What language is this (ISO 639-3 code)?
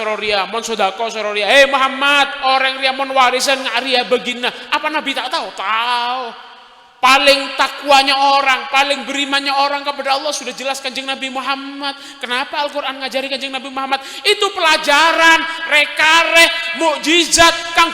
mad